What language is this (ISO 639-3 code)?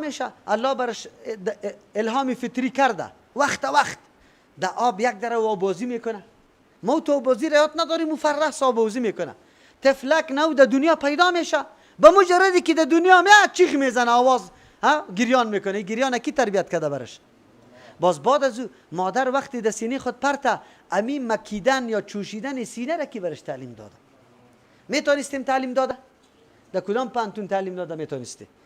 fas